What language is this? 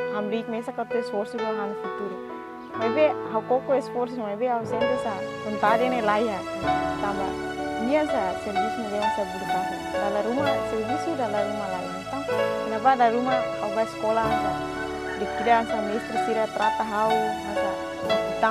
Tetum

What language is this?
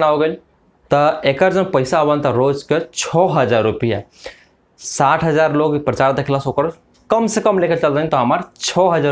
Bhojpuri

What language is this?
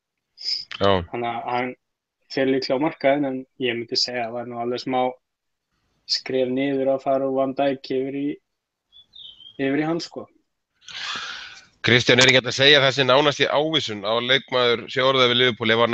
Icelandic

